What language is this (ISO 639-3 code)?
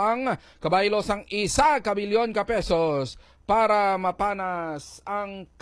hil